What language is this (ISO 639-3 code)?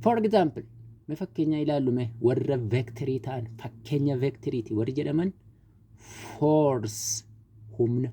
orm